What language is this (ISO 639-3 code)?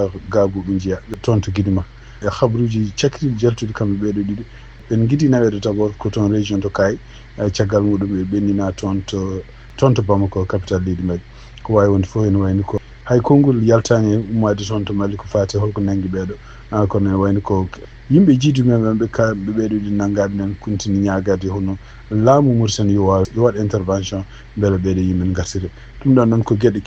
ful